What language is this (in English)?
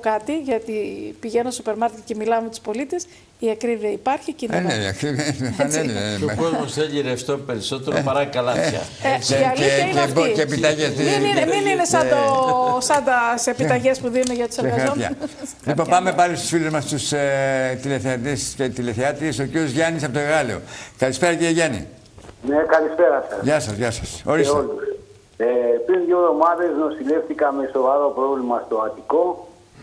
Greek